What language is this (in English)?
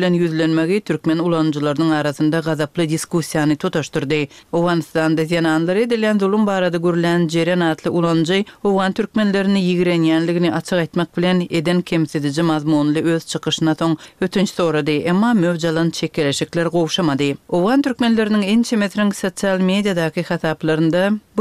Turkmen